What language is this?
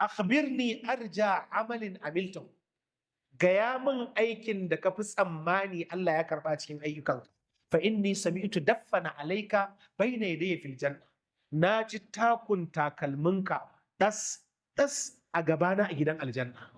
Hausa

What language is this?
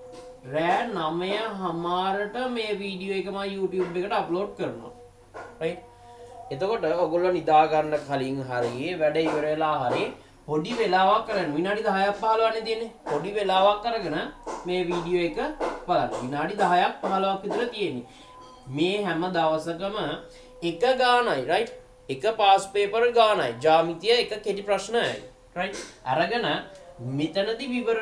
Sinhala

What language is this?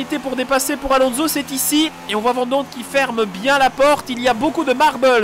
French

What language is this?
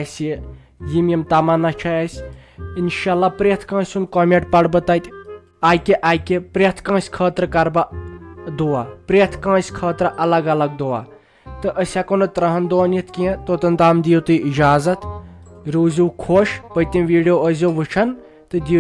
Kashmiri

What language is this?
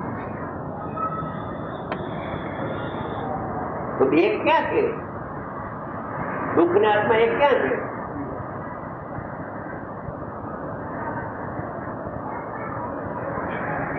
Gujarati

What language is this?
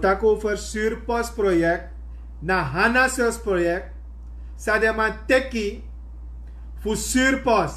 Sranan Tongo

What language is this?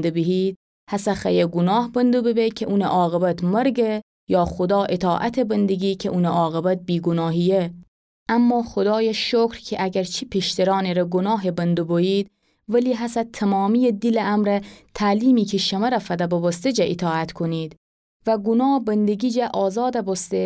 Gilaki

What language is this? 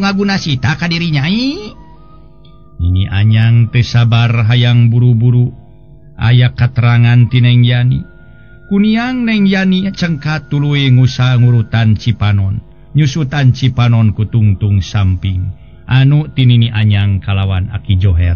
Sundanese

